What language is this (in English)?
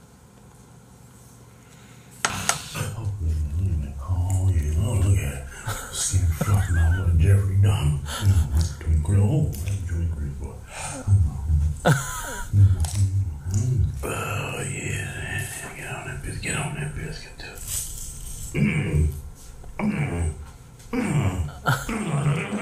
Korean